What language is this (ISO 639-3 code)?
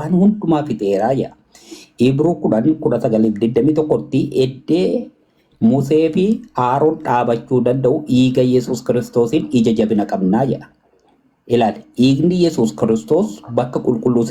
orm